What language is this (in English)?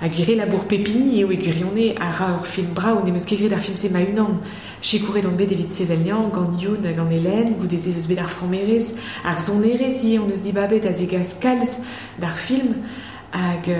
Breton